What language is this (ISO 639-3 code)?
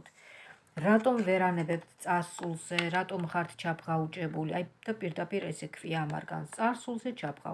kat